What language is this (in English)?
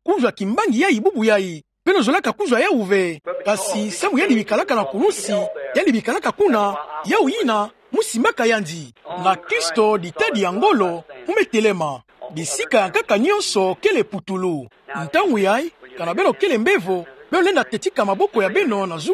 Kituba (Democratic Republic of Congo)